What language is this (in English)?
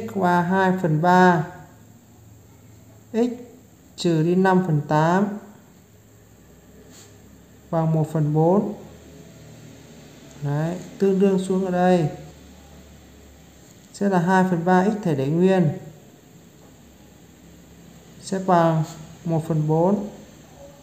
Vietnamese